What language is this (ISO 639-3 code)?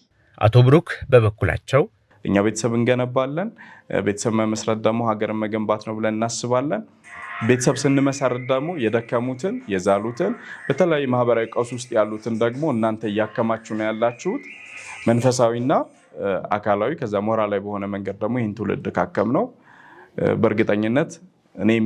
amh